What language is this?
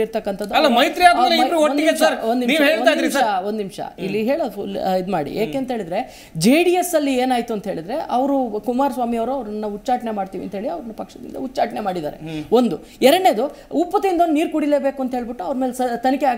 Kannada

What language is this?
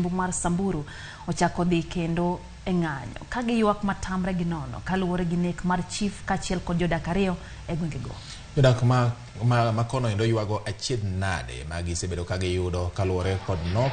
Luo (Kenya and Tanzania)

